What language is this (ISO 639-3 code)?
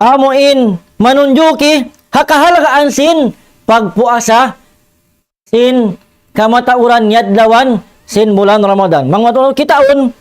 tsg